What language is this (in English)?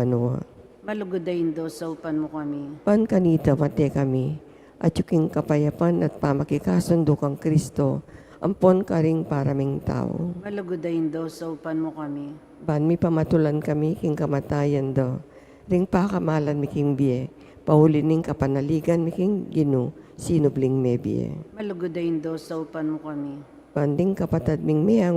Pampanga